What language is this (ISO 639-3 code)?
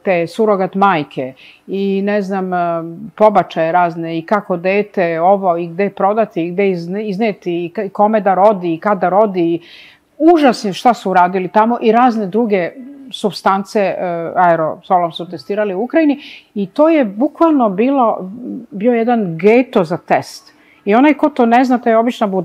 srp